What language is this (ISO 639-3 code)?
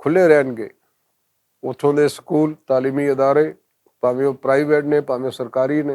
lah